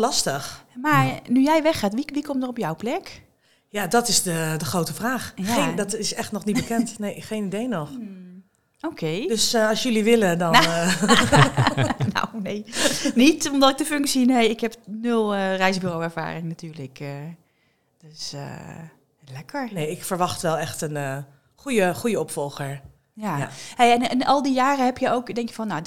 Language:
Dutch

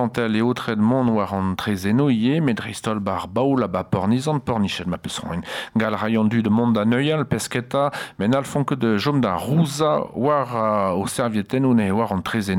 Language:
Breton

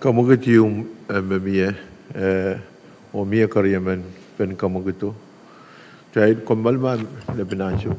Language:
Pohnpeian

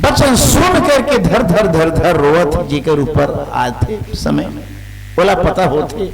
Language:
Chhattisgarhi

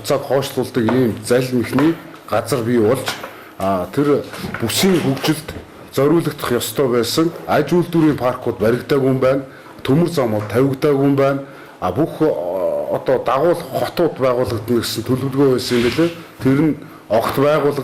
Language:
Mongolian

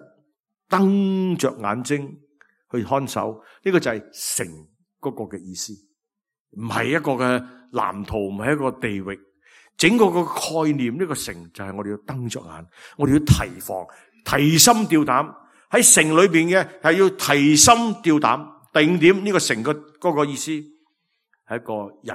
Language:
Cantonese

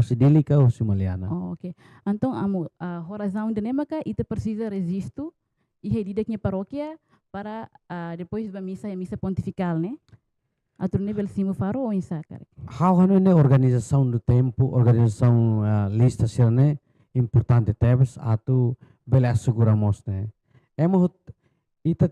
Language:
Tetum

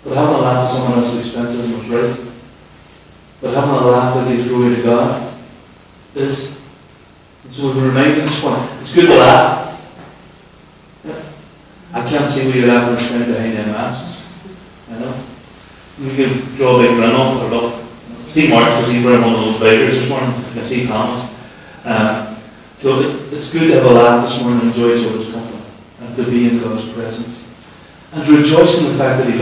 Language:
English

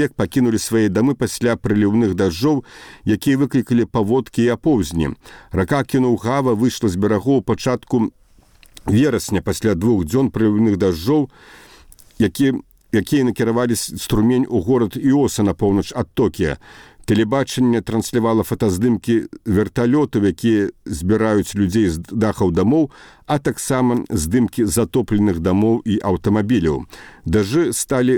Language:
Belarusian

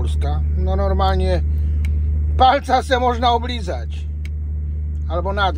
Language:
Polish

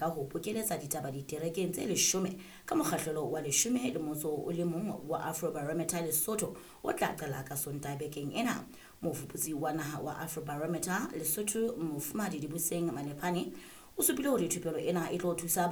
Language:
Southern Sotho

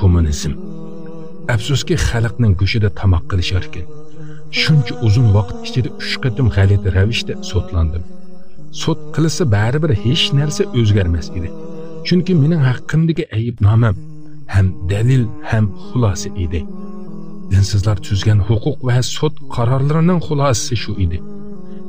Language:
Uyghur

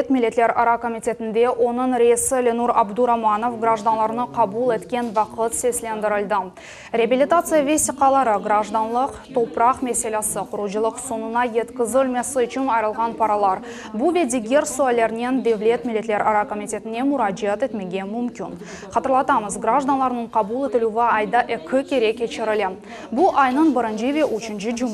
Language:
Crimean Tatar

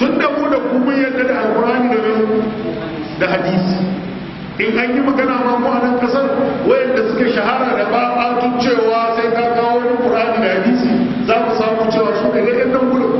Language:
Hausa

